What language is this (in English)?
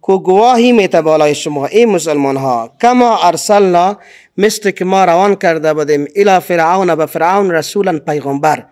Persian